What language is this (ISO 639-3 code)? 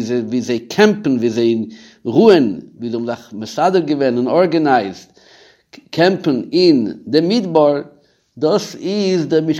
yid